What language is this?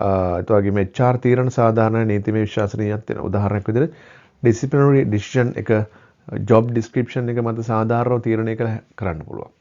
Sinhala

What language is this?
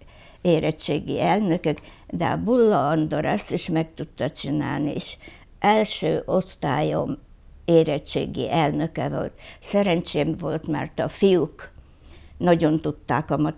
Hungarian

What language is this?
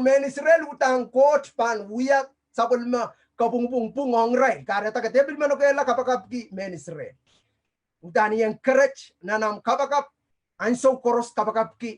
Pohnpeian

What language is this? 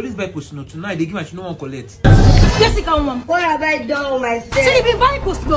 Nigerian Pidgin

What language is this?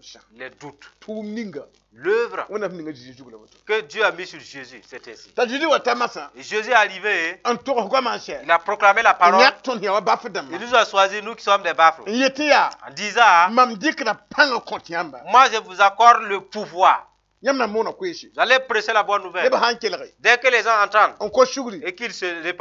Mossi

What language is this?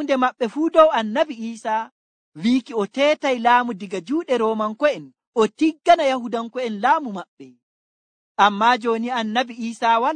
Nigerian Fulfulde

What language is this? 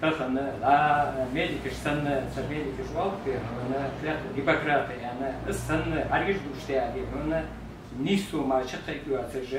Chechen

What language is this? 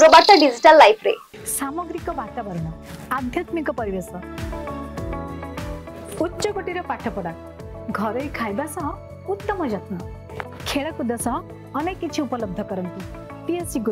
Odia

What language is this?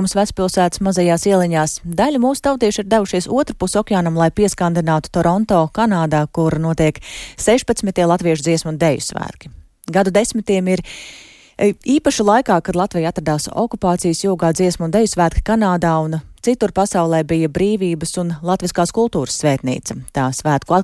Latvian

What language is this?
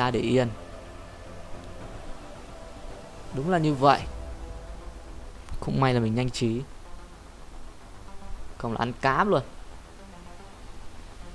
Vietnamese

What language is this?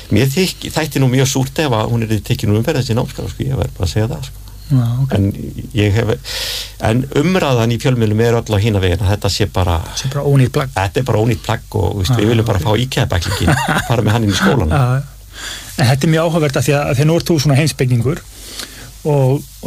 Icelandic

